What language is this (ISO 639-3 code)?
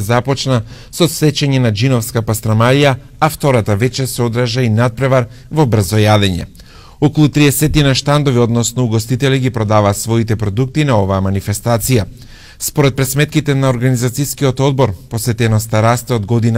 mkd